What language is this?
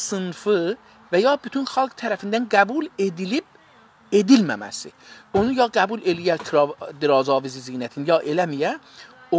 South Azerbaijani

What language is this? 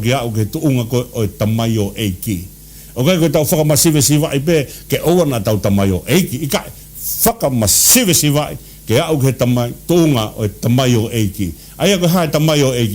Tongan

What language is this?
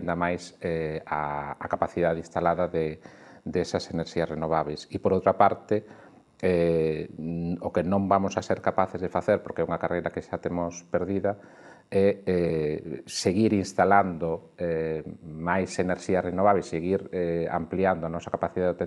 Galician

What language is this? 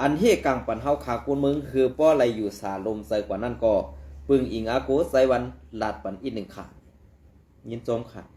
Shan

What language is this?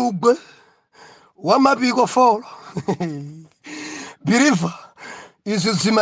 Nyanja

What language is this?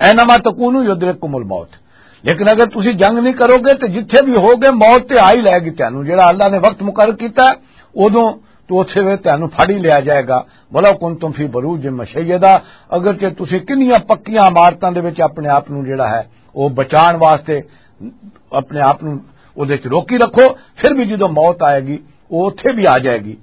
Western Panjabi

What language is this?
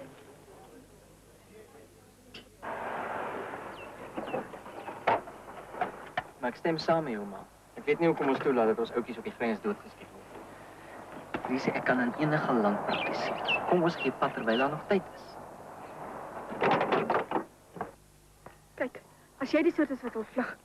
Afrikaans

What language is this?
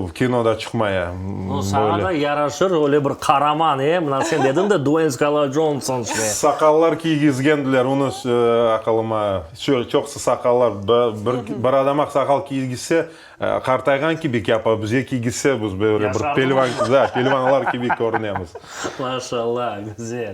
Crimean Tatar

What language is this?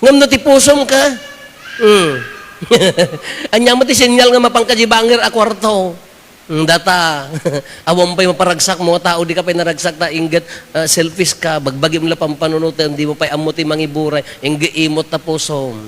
Iloko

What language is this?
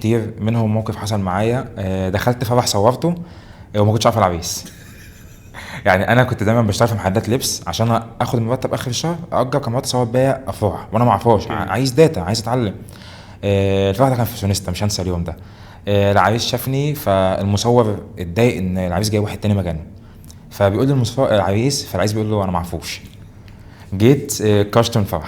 Egyptian Arabic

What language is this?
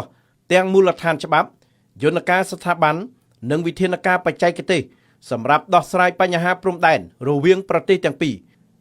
Khmer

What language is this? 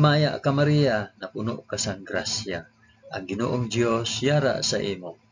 Hiligaynon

